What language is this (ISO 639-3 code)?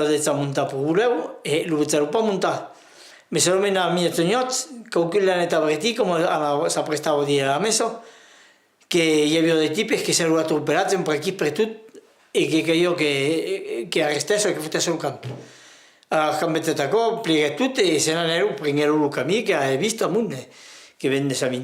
oci